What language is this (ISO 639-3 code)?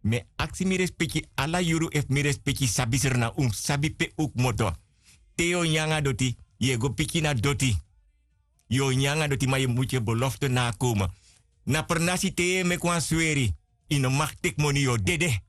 srn